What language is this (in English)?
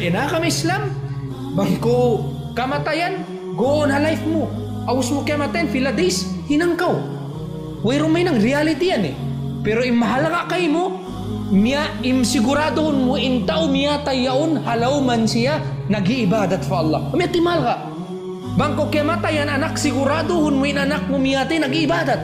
Tausug